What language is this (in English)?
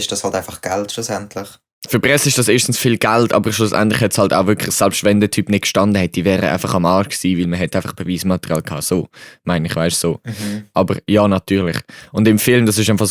Swiss German